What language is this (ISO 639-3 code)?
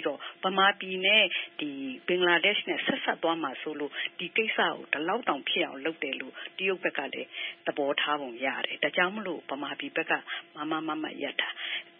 mya